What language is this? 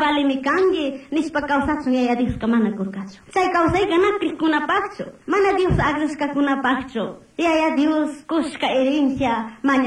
Chimborazo Highland Quichua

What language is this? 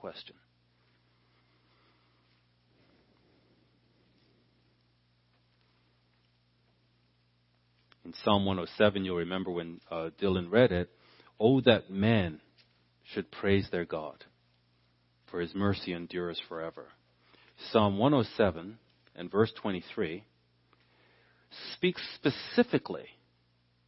English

